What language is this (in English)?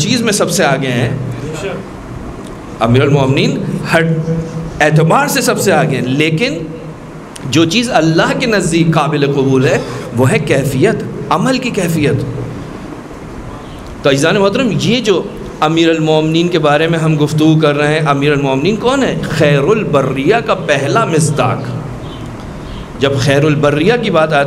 Urdu